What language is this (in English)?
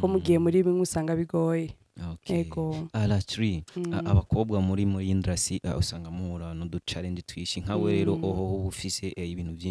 Rundi